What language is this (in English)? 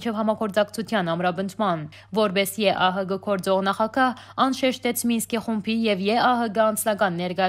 Western Armenian